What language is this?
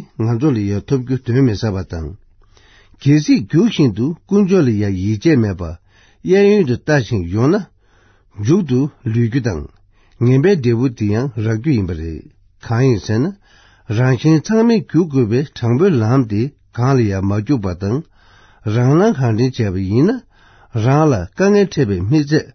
Tibetan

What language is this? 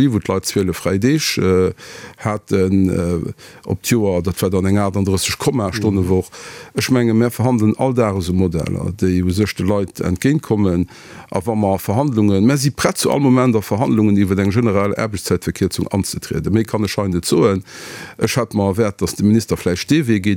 Luxembourgish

